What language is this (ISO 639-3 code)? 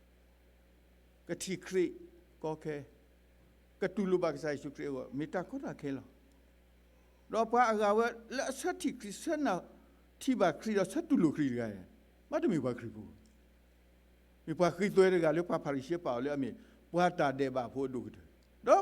ksw